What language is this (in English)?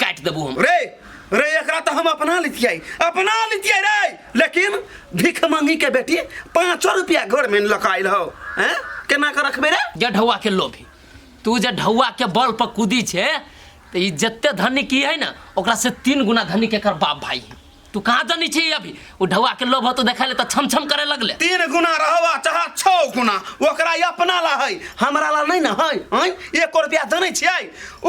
Maithili